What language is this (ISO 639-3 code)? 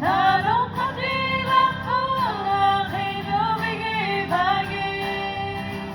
iku